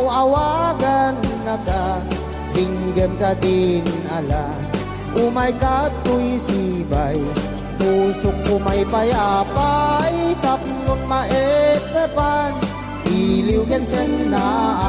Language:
Iloko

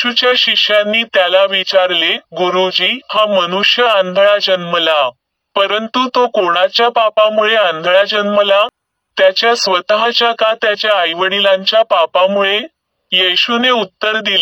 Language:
Marathi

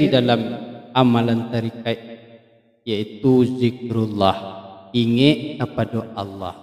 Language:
Minangkabau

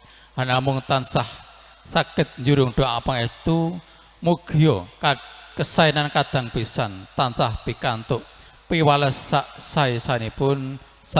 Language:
Javanese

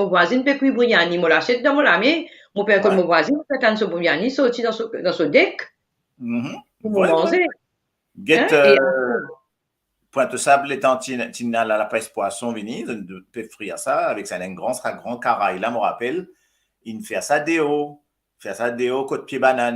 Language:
Morisyen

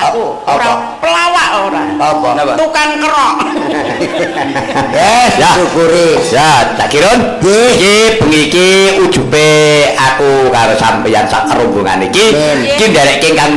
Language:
Javanese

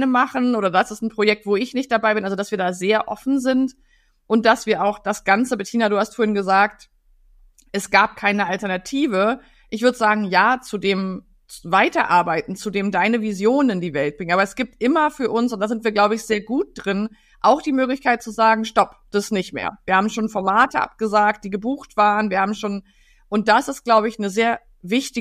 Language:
German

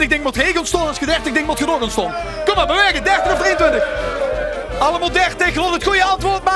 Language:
Limburgish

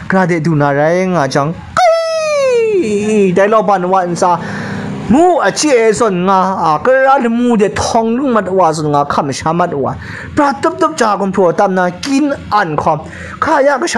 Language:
Kachin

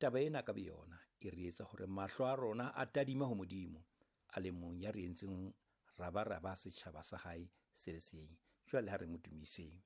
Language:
Southern Sotho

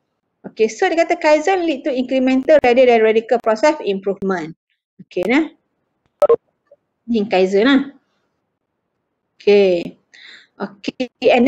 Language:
Malay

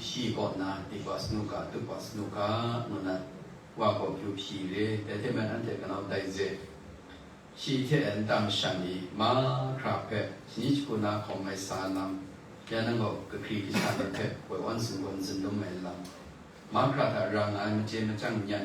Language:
Kachin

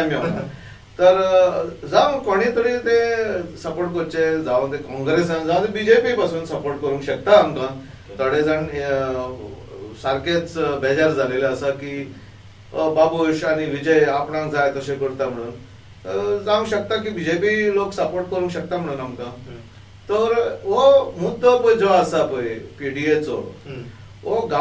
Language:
Konkani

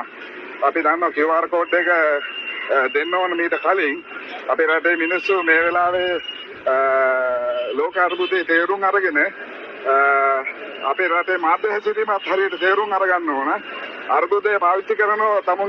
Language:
Sinhala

